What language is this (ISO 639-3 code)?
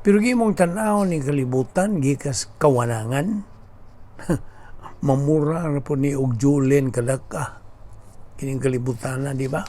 ceb